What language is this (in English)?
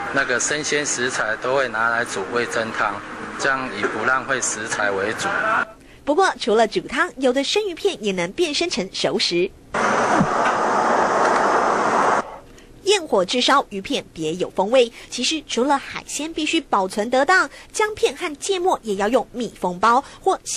Chinese